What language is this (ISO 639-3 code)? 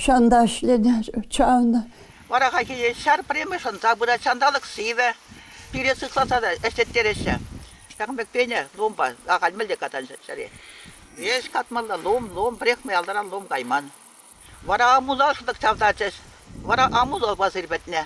chv